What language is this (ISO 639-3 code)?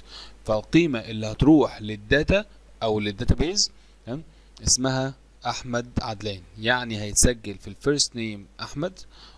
arz